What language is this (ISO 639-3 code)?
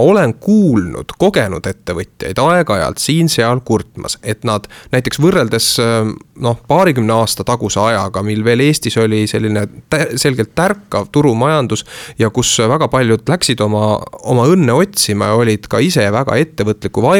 est